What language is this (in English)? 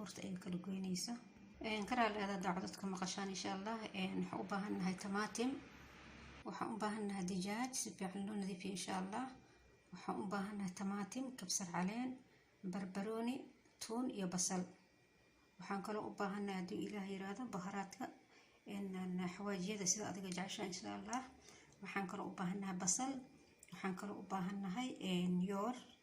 Somali